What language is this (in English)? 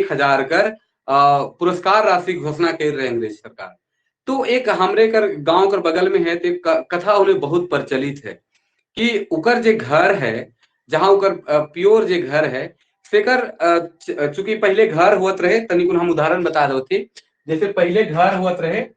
Sadri